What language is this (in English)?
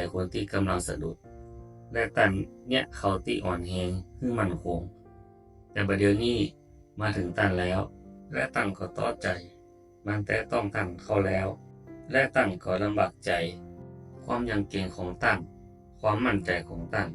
Northern Thai